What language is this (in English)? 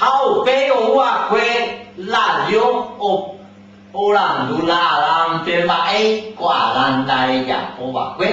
Guarani